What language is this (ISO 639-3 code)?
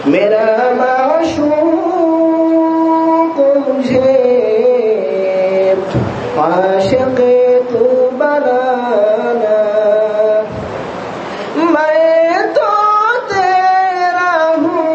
ben